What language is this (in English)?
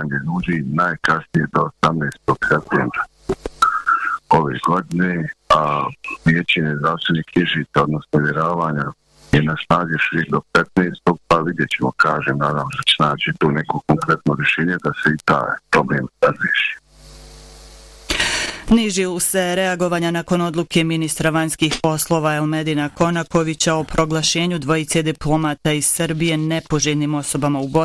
Bosnian